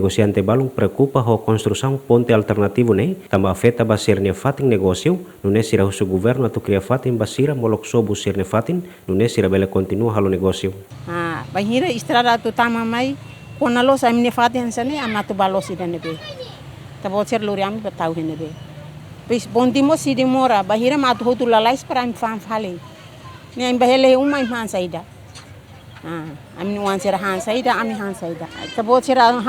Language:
Tetum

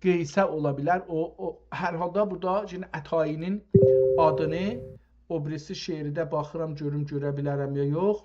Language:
South Azerbaijani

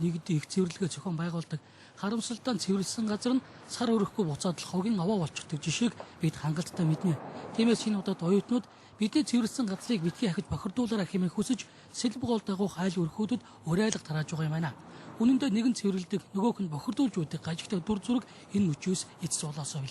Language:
Mongolian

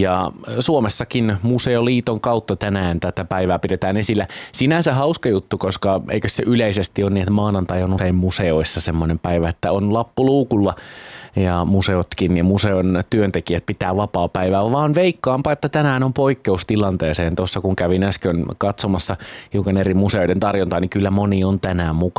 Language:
Finnish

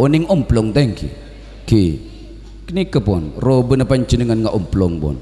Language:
Madurese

